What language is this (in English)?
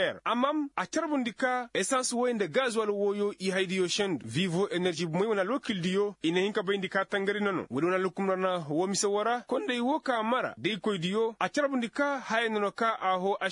Koyraboro Senni